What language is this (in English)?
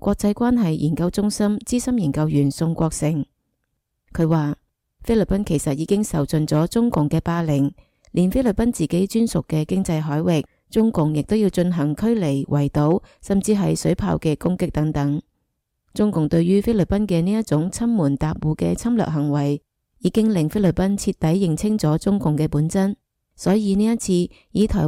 Cantonese